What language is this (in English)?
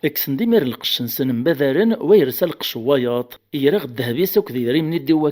Kabyle